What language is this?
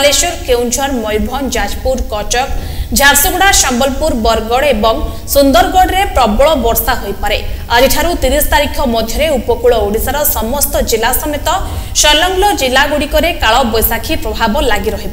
Odia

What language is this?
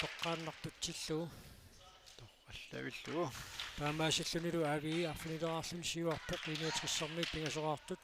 Kalaallisut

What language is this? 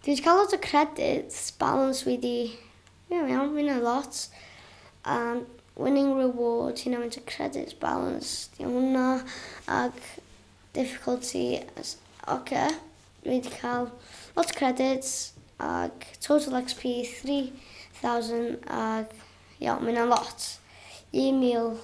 Welsh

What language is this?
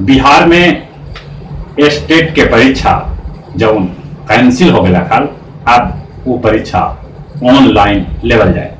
Magahi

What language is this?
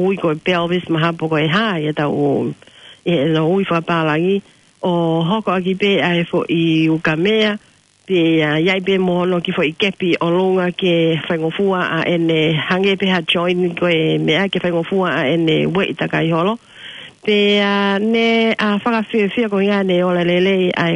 Tongan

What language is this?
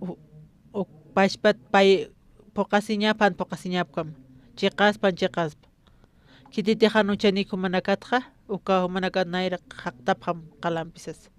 Aymara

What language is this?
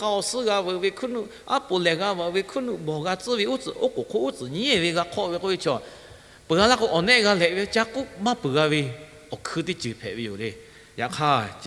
Lahu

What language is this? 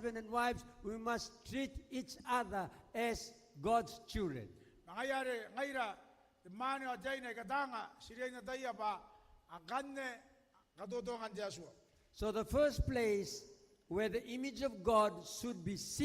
Gilbertese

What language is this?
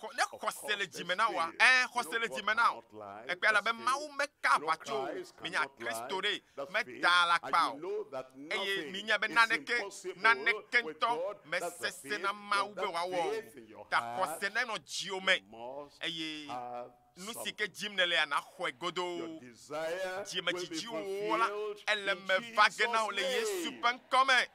Ewe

